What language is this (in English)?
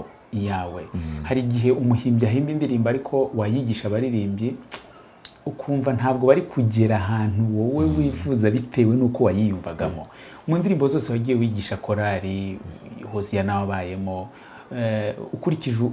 Kinyarwanda